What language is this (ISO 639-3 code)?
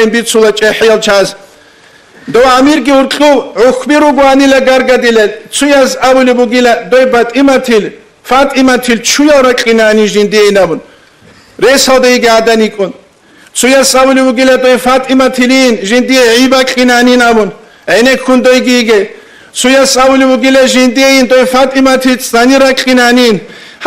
ava